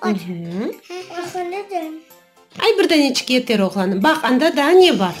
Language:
Crimean Tatar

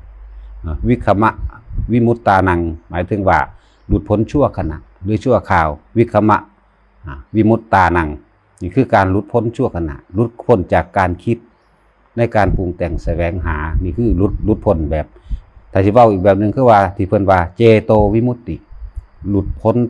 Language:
Northeastern Thai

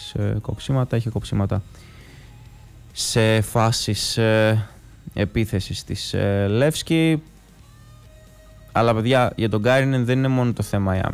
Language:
Greek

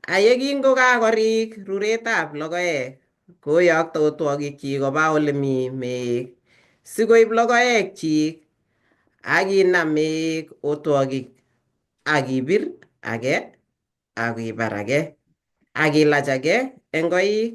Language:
Kalenjin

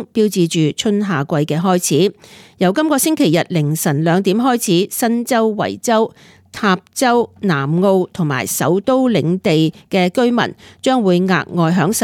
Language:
Cantonese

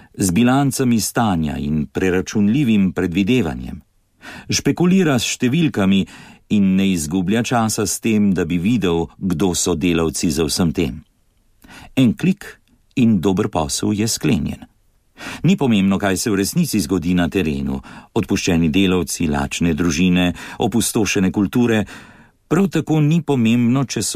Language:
Slovenian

